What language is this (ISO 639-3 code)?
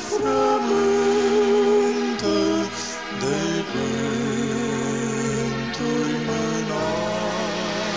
ron